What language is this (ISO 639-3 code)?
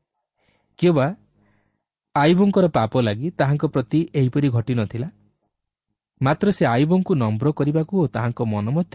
ori